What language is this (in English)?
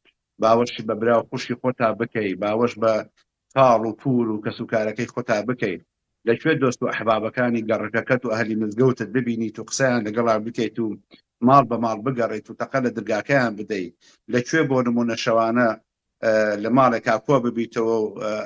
Central Kurdish